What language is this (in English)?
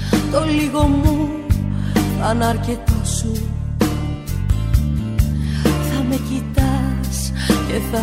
Greek